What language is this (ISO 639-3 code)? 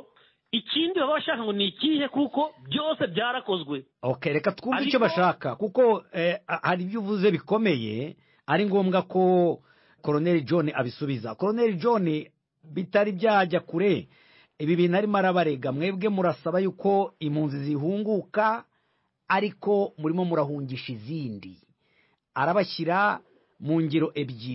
kin